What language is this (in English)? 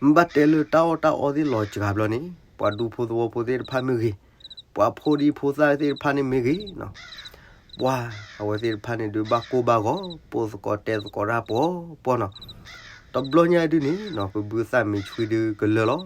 S'gaw Karen